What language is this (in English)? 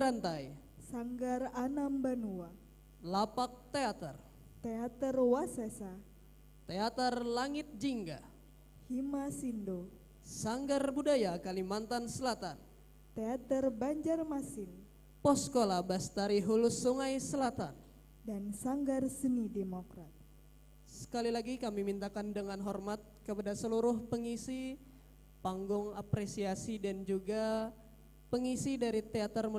Banjar